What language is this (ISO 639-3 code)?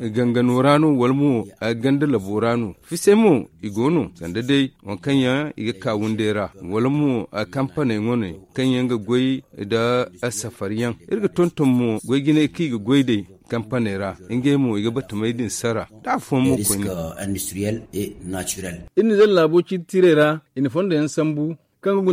dje